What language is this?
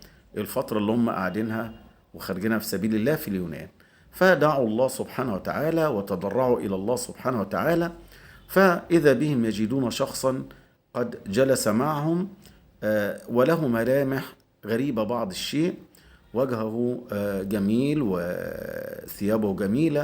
Egyptian Arabic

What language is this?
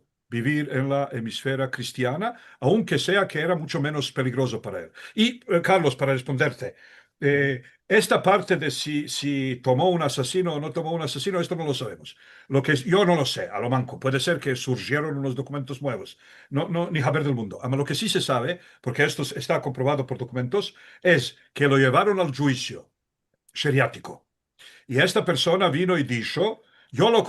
Ladino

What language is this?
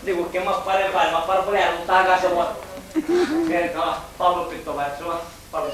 Sicilian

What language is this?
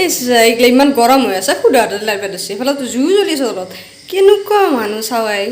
Assamese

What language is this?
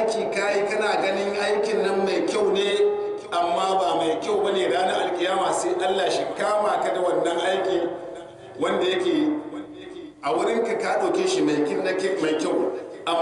Hausa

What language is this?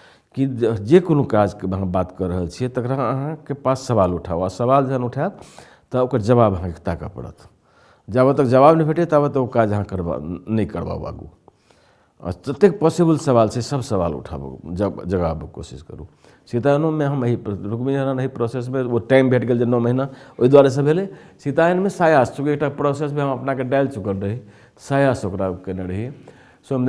Maithili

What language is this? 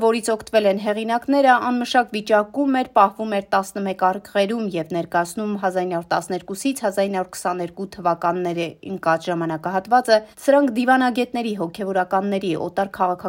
Armenian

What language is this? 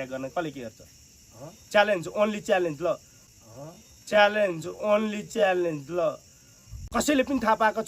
Nepali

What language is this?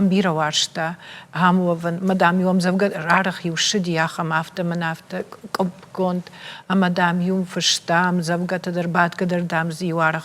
Ossetic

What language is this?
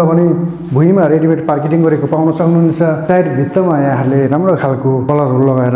Nepali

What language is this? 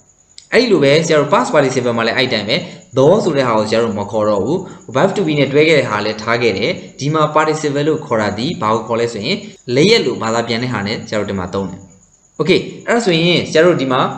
Burmese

